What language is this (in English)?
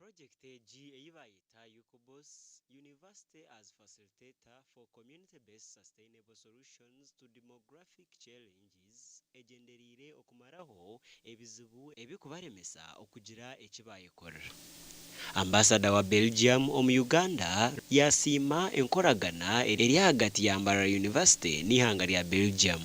Nyankole